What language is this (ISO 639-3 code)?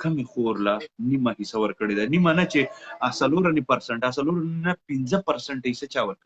pus